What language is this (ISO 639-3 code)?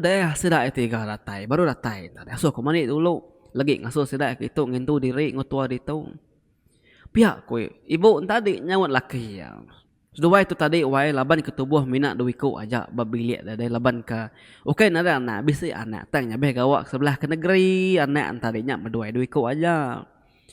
iba